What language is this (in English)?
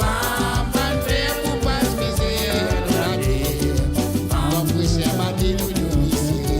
Morisyen